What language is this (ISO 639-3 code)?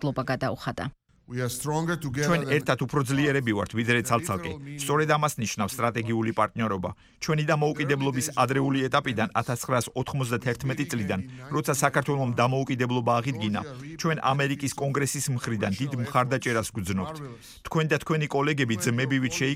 kat